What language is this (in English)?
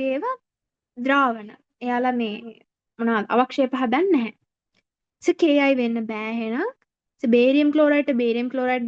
Sinhala